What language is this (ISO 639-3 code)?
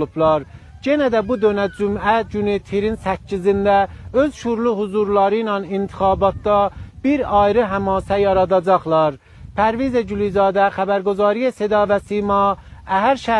azb